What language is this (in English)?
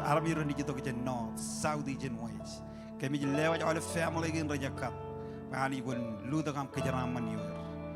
Marshallese